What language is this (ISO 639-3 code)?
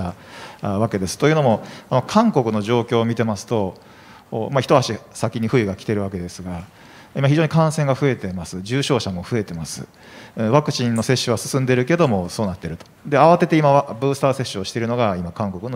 jpn